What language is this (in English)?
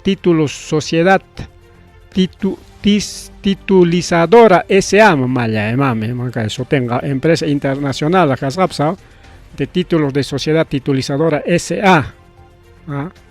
Ayacucho Quechua